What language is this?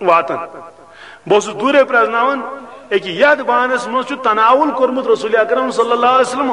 Kashmiri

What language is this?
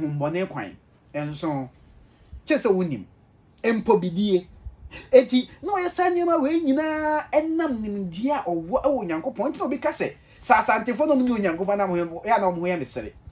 Akan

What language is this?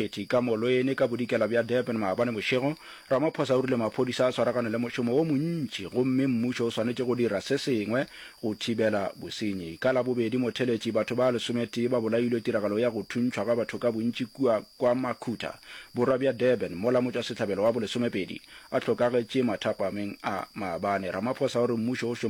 Northern Sotho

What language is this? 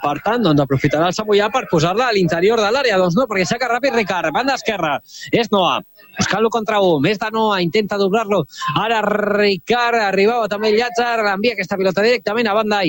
Catalan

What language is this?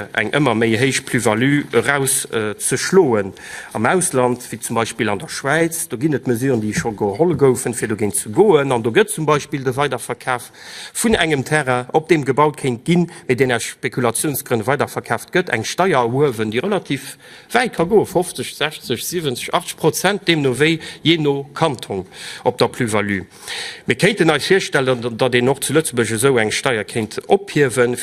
Luxembourgish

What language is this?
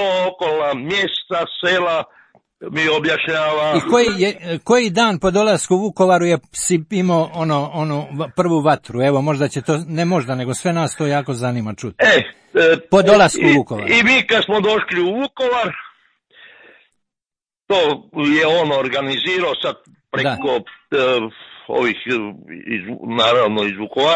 Croatian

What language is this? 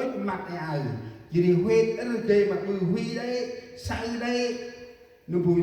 Central Mnong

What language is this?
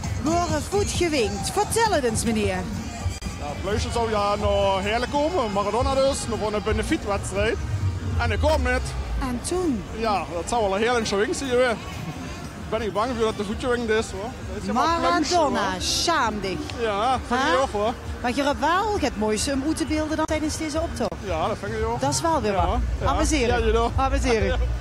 Limburgish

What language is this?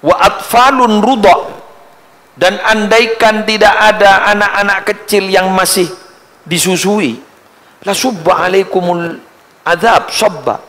Madurese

